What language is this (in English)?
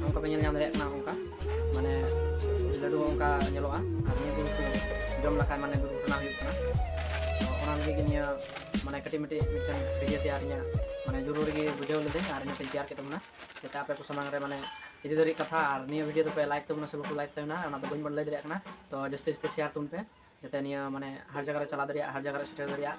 Santali